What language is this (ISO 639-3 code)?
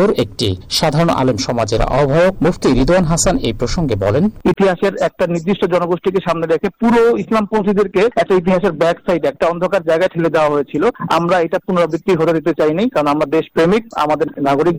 ben